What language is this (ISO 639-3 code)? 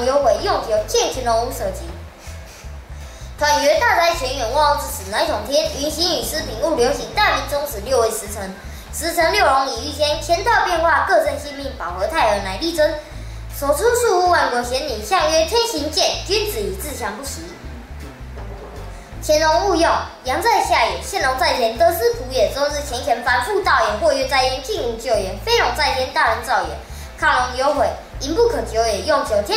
lzh